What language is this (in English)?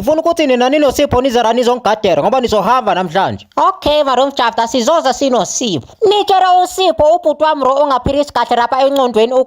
Zulu